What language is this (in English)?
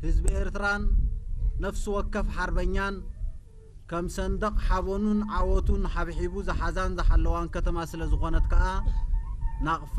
Tigrinya